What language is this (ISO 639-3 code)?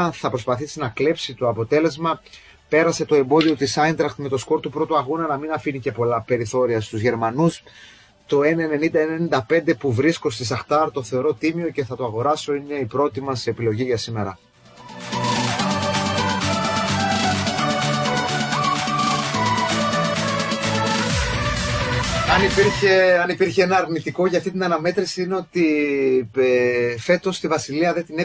ell